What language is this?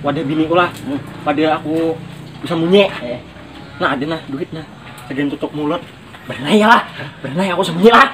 Banjar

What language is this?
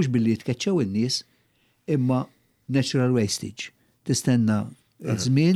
Maltese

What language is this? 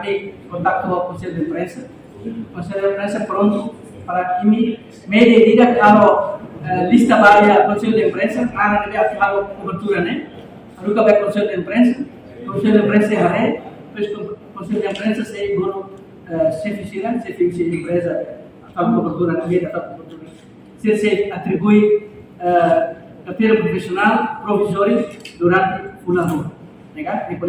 Tetum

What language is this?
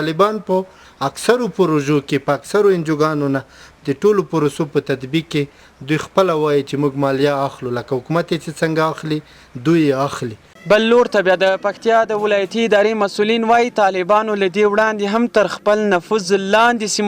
Pashto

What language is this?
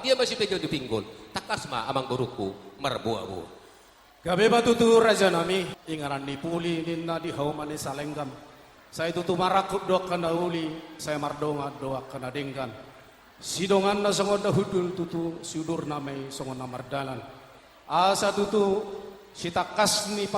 Batak Toba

